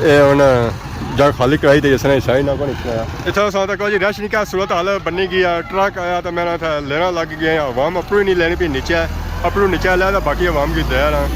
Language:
Pahari-Potwari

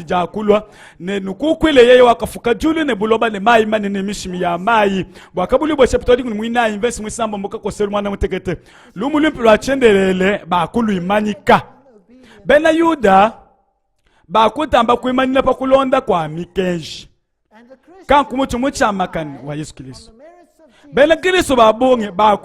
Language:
Luba-Lulua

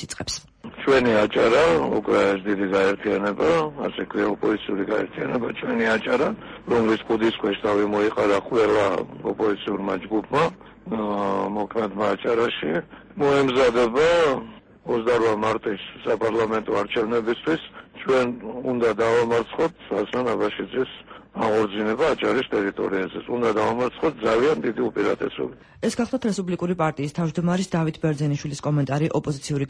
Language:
Georgian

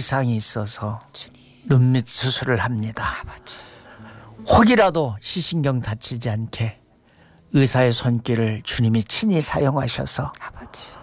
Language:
Korean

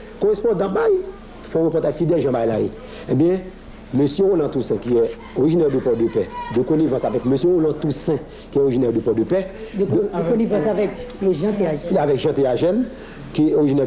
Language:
Haitian Creole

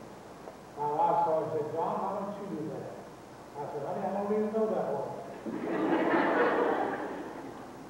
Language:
English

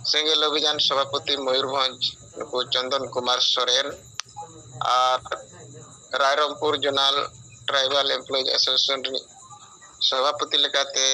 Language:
Santali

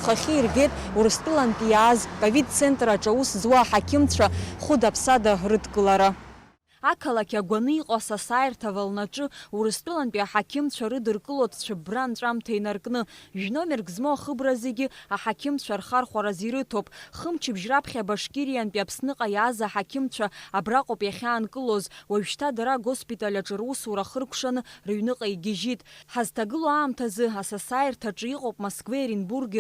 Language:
Abkhazian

